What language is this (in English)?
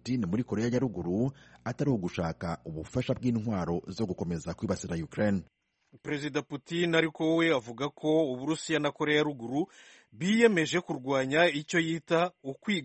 Kinyarwanda